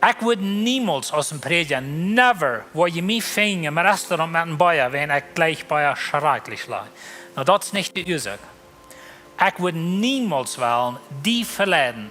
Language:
Plautdietsch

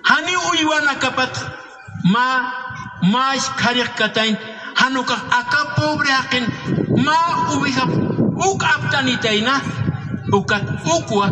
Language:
Aymara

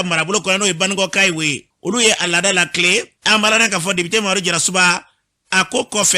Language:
Bambara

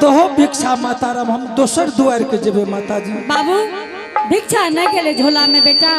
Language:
Angika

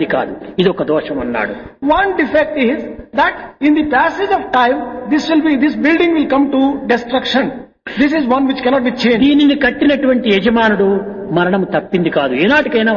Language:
Telugu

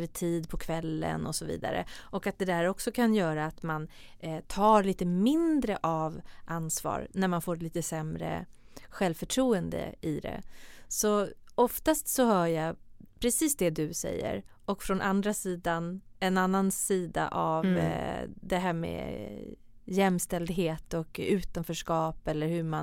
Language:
Swedish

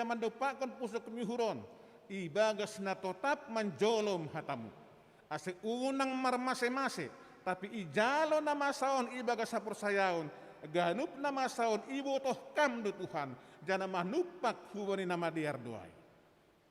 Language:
Batak Simalungun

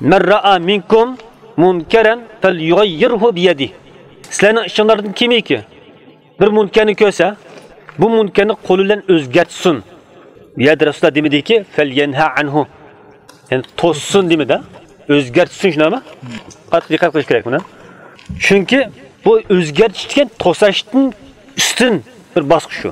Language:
Uyghur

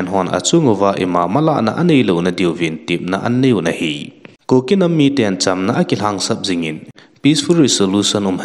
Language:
Thado Chin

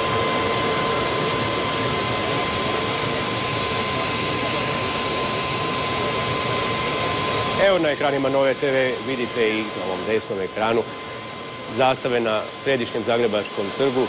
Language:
Croatian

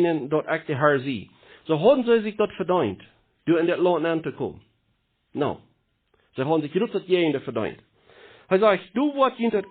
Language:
Plautdietsch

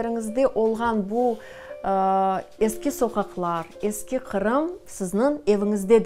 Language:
Crimean Tatar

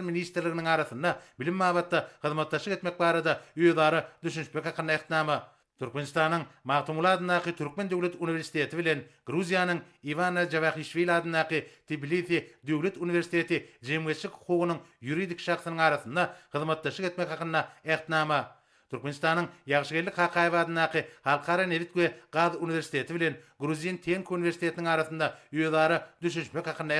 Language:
Turkmen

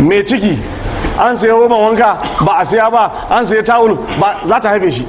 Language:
Hausa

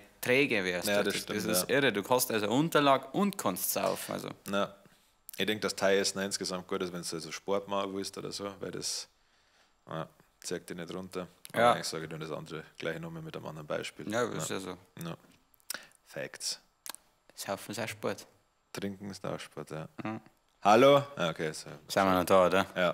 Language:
Bavarian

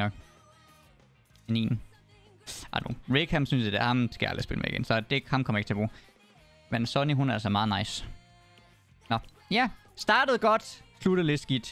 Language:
Danish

